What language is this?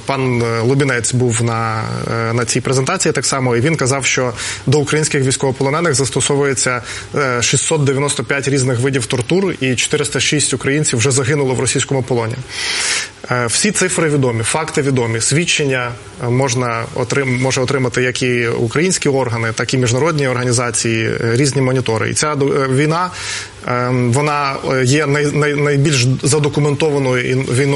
Ukrainian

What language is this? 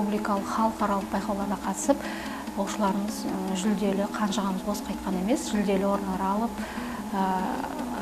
Kazakh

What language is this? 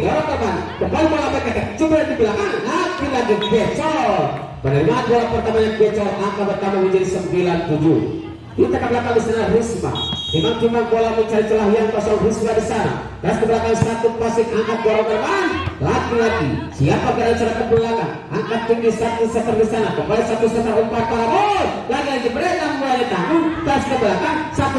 Indonesian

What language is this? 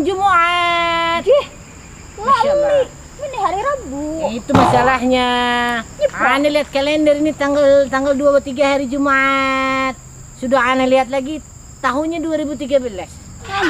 Banjar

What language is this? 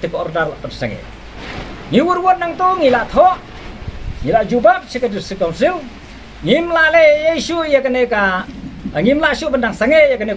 Khasi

